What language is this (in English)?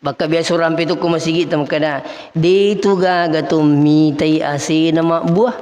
Buginese